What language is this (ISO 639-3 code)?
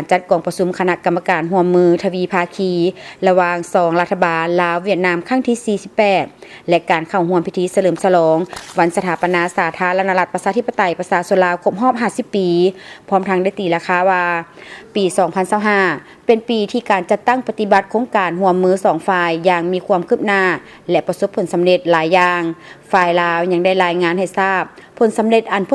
lao